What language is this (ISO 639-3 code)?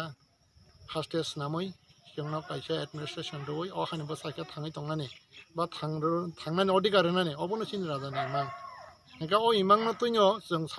trp